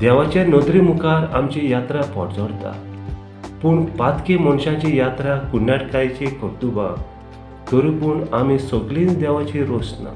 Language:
Konkani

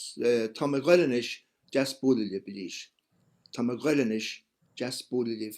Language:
Irish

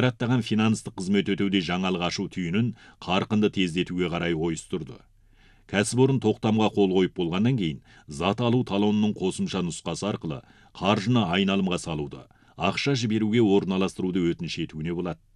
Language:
Kazakh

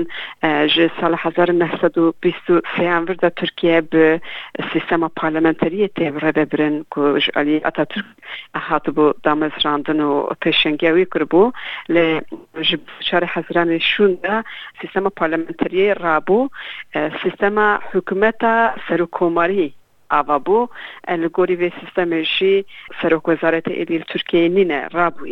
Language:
Kurdish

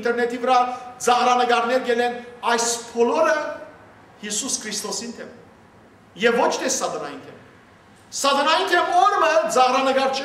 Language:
Western Armenian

